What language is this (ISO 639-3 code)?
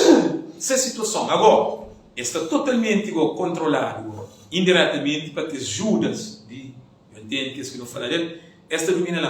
kea